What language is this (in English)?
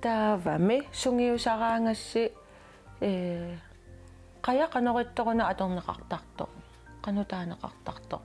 Kalaallisut